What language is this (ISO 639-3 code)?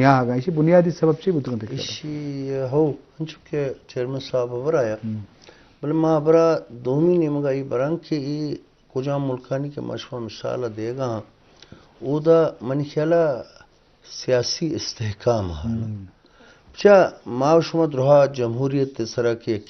bgp